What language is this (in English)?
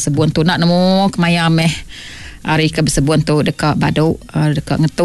Iban